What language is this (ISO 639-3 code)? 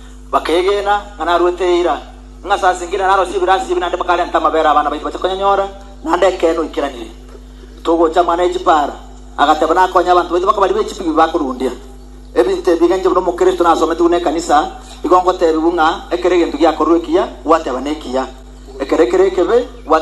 guz